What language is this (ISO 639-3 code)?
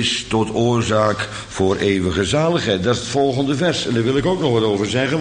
nld